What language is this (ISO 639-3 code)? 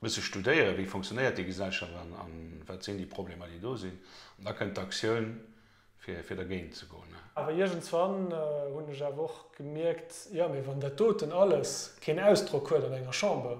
ltz